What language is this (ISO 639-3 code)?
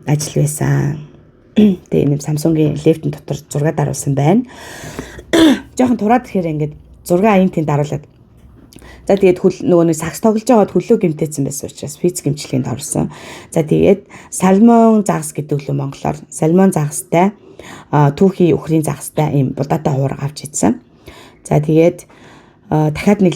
mon